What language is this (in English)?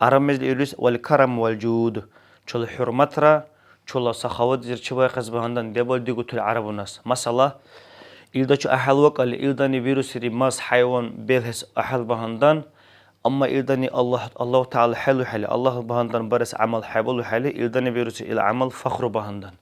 Dargwa